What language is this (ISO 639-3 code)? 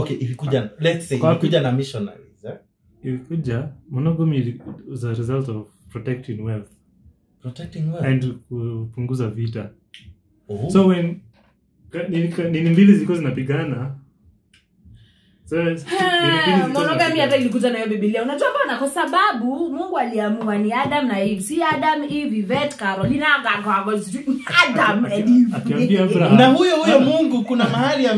swa